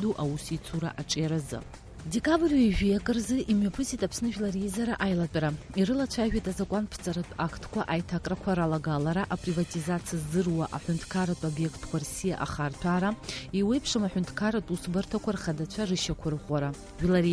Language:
Abkhazian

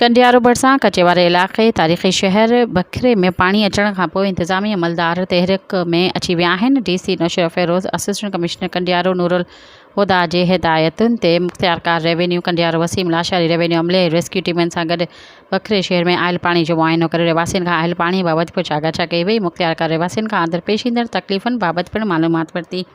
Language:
Sindhi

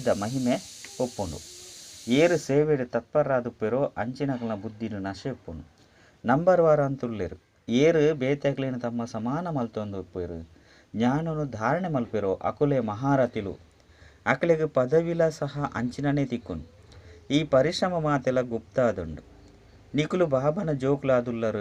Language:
Tulu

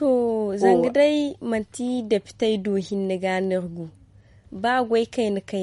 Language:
Zarma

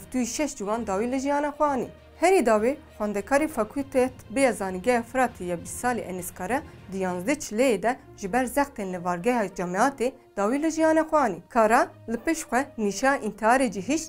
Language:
Kurdish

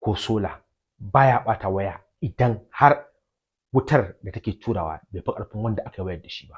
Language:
Hausa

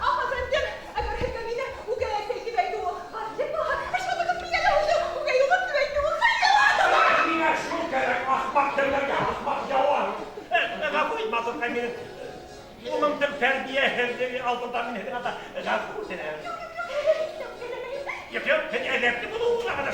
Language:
Bashkir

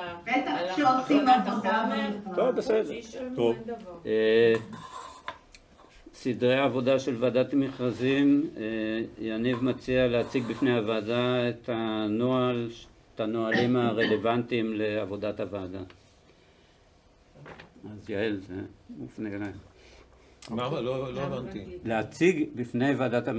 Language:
Hebrew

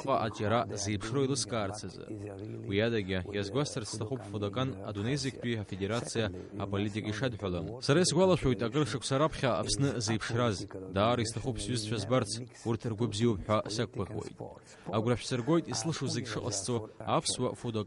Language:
Abkhazian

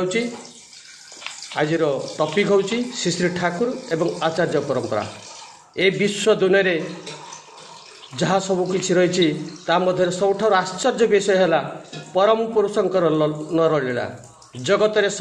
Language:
Odia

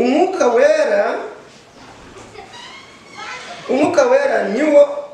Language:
Kinyarwanda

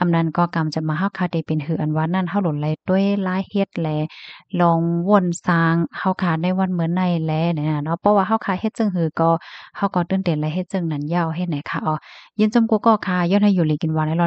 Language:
Shan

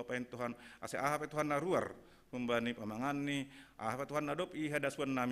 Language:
Batak Simalungun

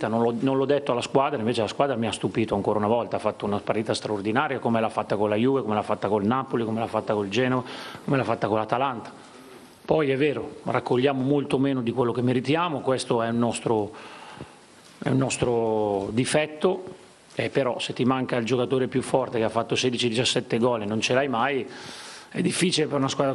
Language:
Italian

